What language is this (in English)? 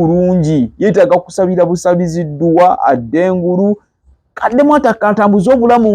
Ganda